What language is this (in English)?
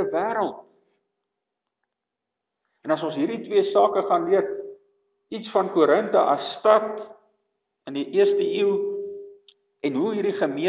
Afrikaans